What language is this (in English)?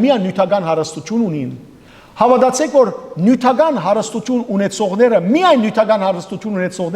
Western Armenian